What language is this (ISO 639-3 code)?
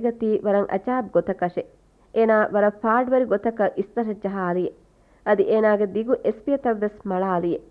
div